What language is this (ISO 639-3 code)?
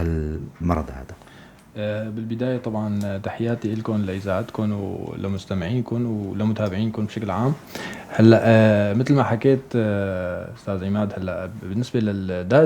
apc